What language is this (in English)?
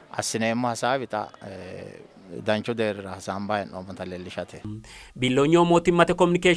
Sidamo